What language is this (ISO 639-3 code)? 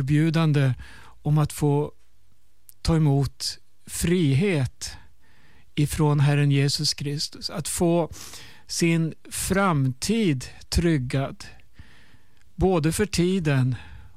swe